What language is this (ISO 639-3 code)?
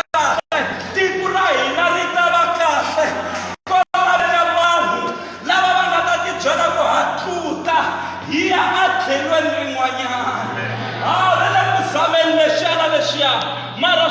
tso